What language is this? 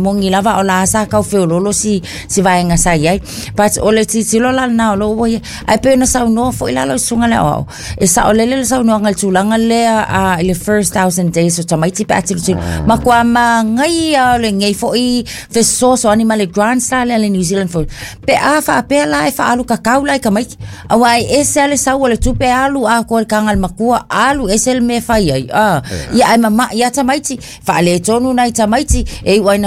Samoan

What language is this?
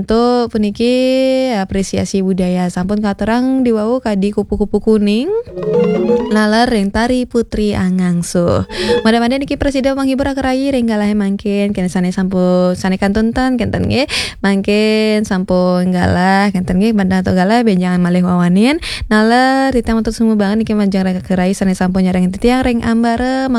Balinese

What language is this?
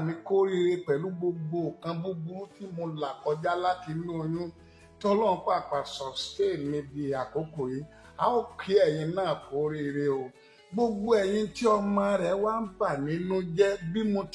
Yoruba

